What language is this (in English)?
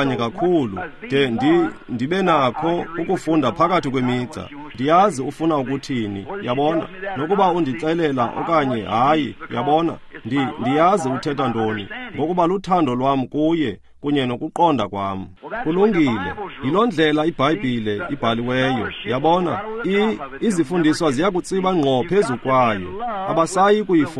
Xhosa